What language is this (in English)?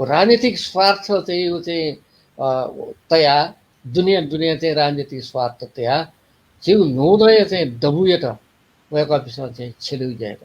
Newari